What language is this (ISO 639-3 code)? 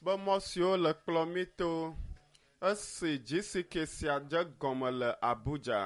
ewe